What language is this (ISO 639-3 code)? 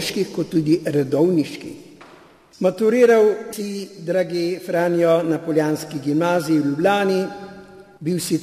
slv